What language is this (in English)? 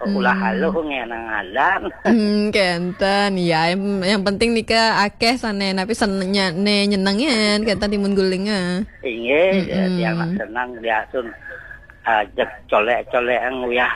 Balinese